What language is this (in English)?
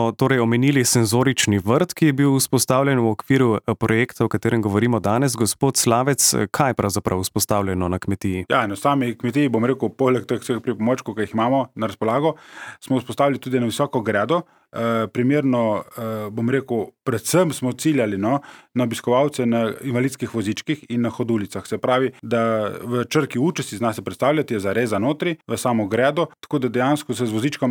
Slovenian